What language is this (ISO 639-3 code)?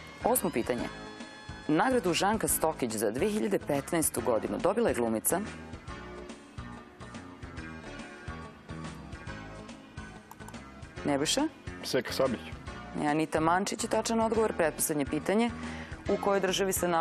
srp